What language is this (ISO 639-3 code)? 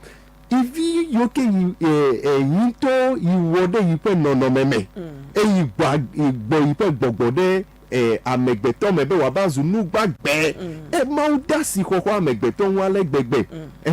ewe